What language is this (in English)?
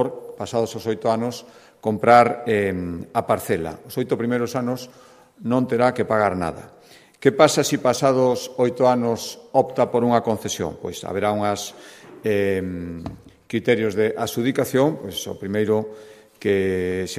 Galician